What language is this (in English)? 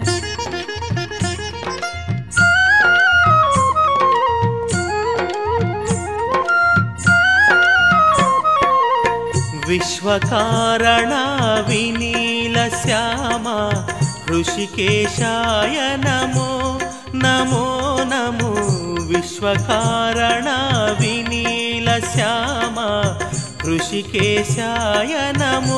Telugu